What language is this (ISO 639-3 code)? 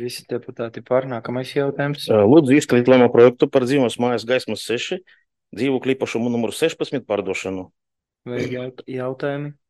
lav